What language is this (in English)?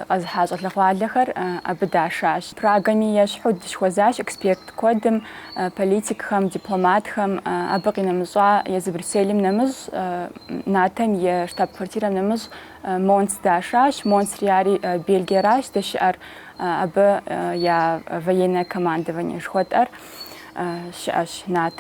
Kabardian